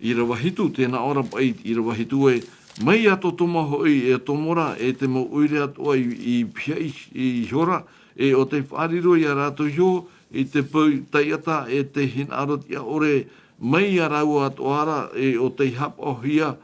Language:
Tahitian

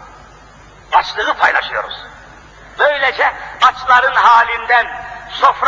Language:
Turkish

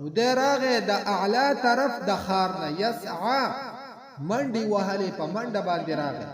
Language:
Pashto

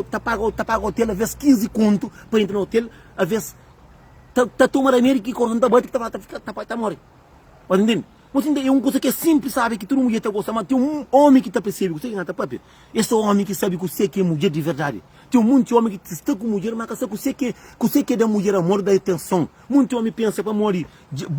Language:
Kabuverdianu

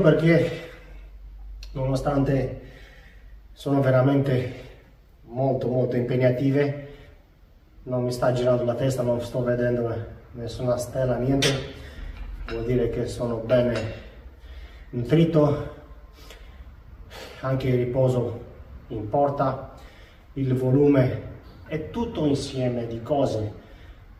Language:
Italian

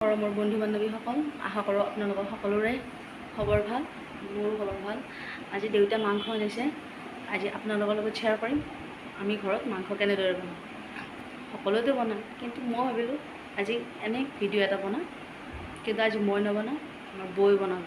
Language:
Assamese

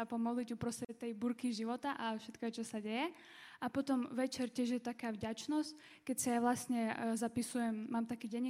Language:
Slovak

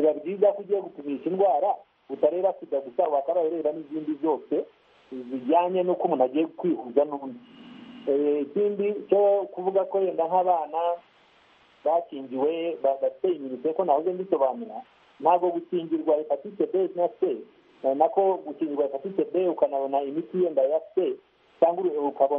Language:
Kinyarwanda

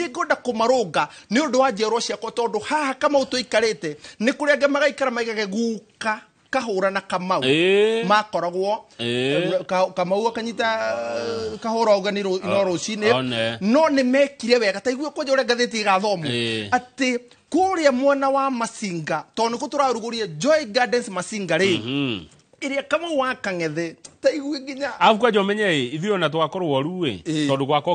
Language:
Kikuyu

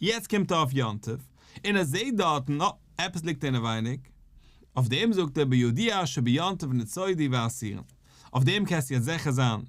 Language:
Yiddish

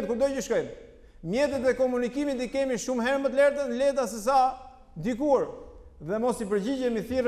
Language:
Albanian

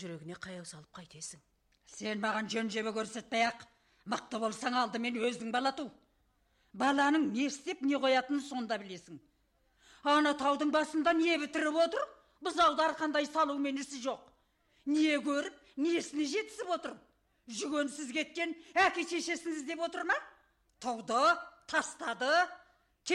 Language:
Kazakh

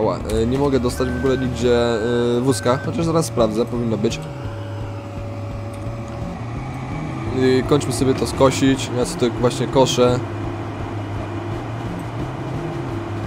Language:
Polish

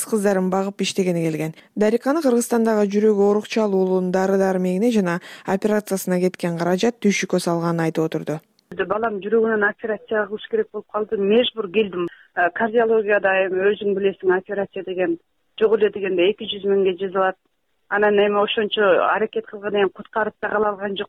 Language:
Kyrgyz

